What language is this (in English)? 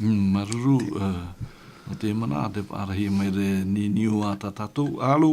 Tahitian